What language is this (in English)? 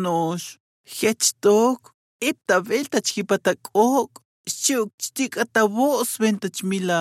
Tzotzil